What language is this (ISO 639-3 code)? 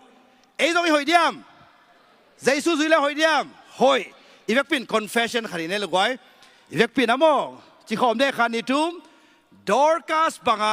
ctd